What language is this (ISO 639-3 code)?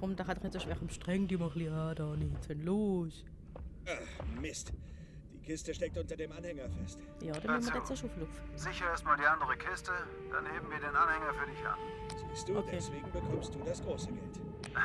gsw